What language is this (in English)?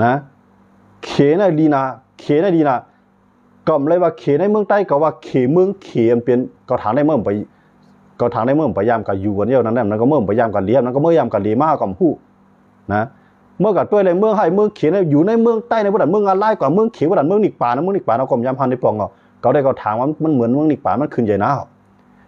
Shan